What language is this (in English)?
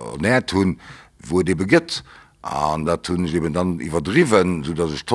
Luxembourgish